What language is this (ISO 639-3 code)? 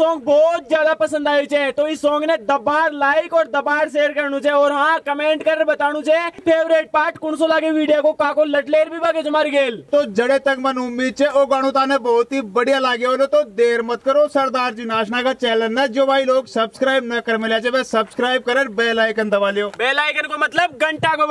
raj